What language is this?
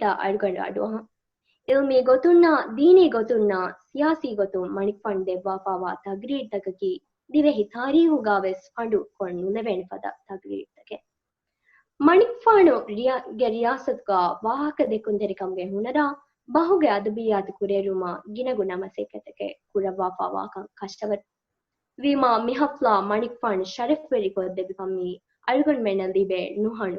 Divehi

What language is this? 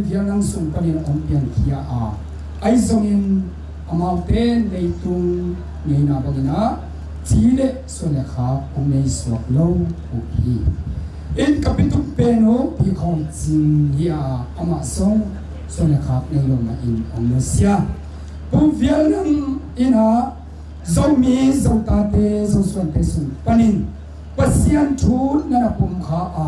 Tedim Chin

